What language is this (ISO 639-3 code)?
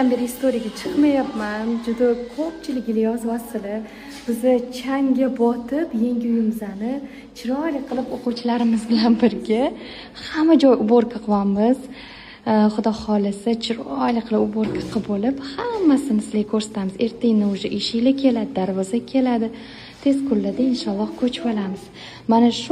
uzb